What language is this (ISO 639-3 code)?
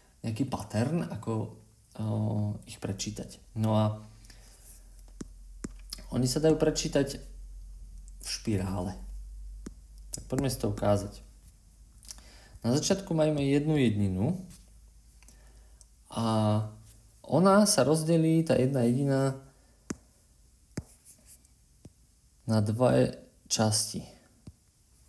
slk